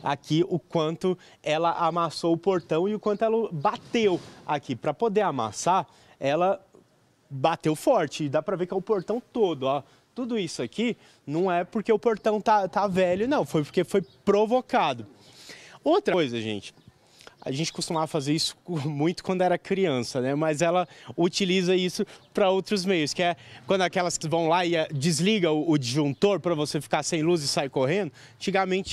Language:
Portuguese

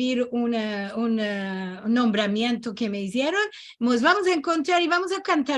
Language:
Ladino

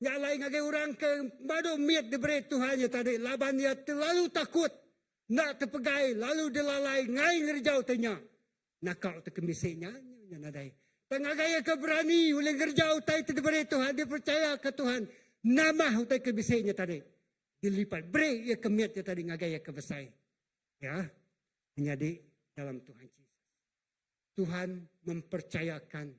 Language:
Iban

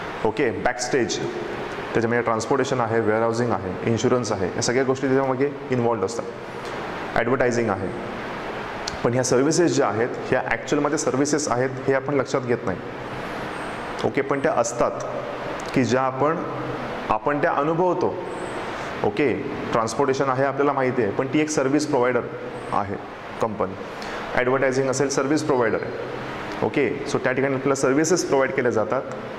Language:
Marathi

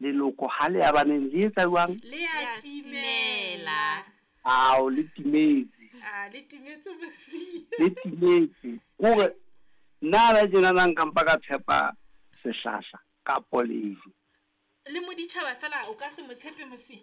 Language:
Southern Sotho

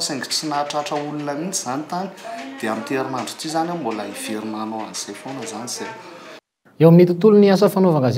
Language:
Malagasy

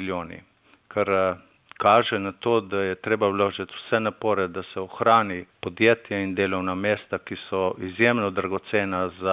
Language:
Slovenian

